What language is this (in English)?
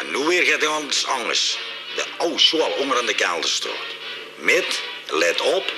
Limburgish